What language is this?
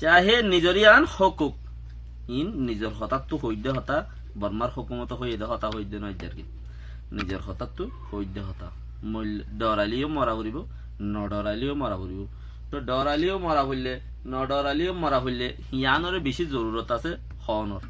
Rohingya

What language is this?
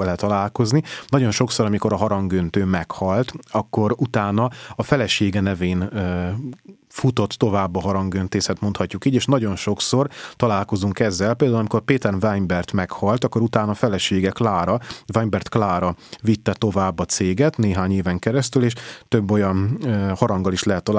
Hungarian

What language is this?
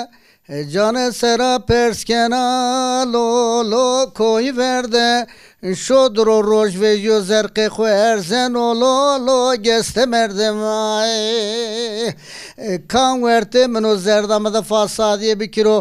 Zaza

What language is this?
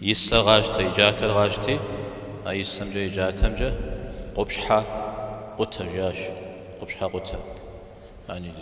Kabardian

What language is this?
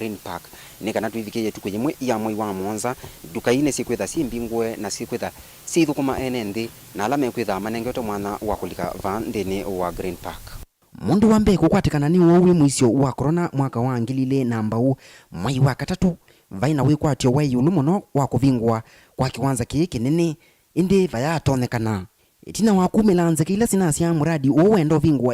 Kamba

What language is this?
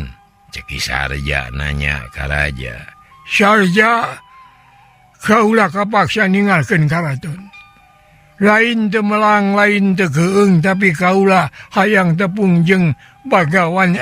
Sundanese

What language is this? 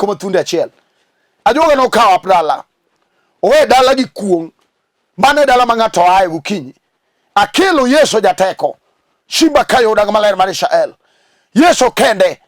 Luo (Kenya and Tanzania)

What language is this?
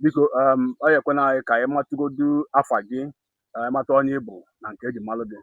Igbo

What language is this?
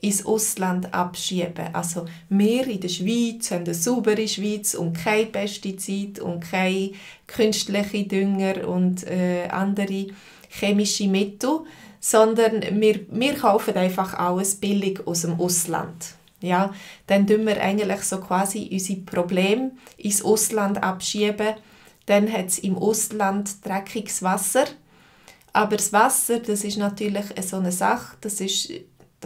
Swiss German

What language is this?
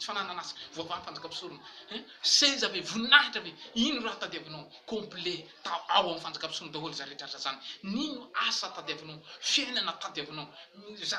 Malagasy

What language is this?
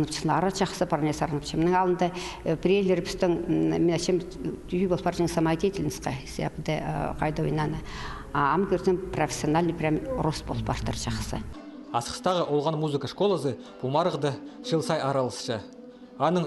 Khakas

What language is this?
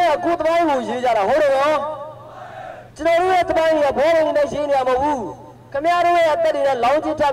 Burmese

